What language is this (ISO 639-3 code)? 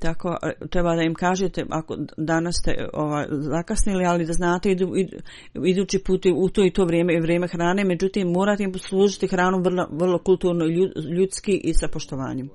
bos